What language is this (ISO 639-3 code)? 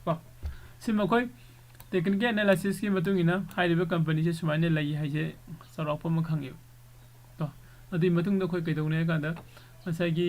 mni